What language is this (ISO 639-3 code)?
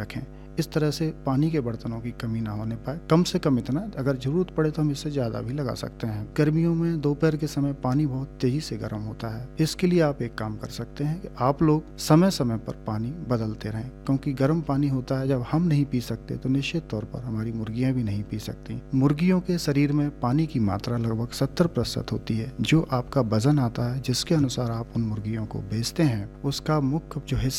hin